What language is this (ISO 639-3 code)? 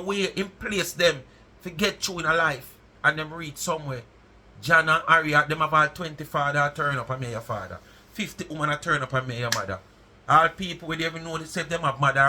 jam